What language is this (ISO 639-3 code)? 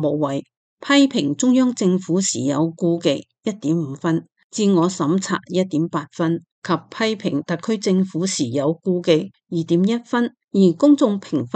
yue